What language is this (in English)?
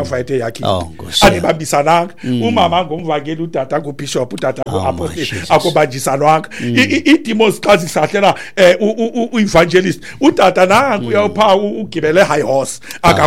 Xhosa